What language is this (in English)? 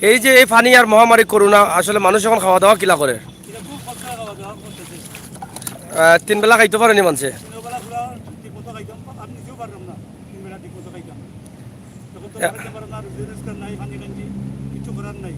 Sylheti